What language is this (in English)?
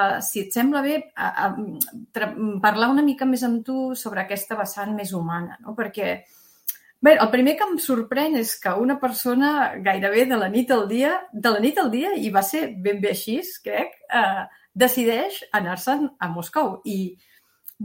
Catalan